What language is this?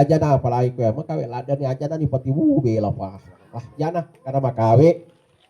Buginese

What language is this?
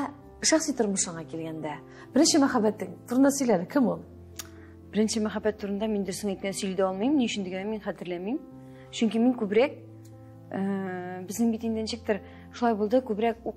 Tatar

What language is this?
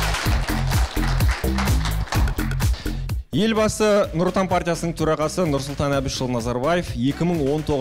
Kazakh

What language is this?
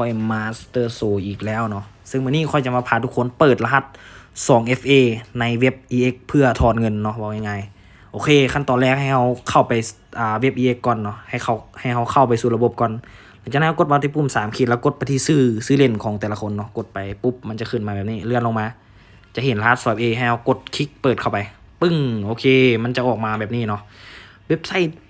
Lao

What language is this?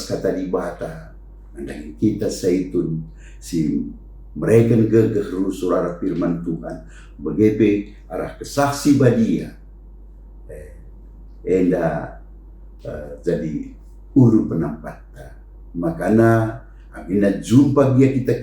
Batak Karo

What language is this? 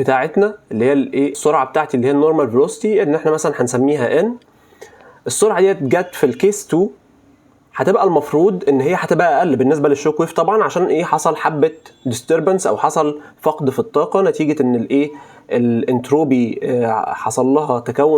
Egyptian Arabic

